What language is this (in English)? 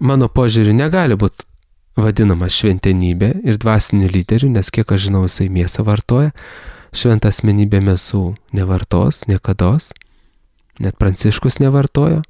Lithuanian